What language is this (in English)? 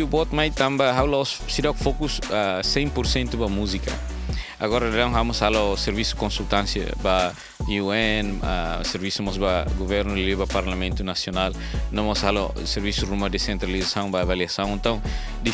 Tetum